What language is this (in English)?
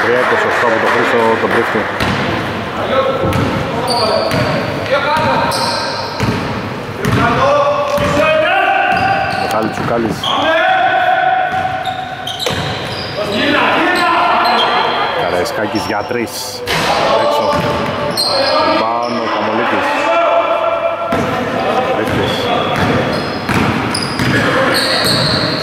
Greek